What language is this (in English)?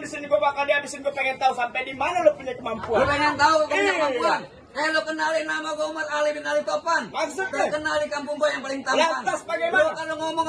Betawi